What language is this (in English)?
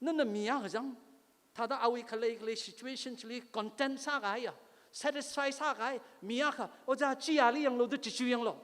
Tangkhul Naga (India)